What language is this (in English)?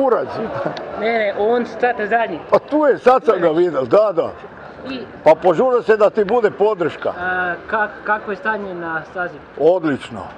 Croatian